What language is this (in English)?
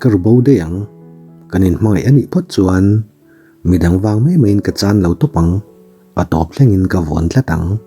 Mizo